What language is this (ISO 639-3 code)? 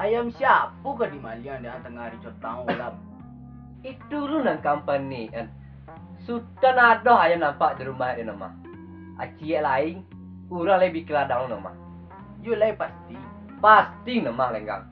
min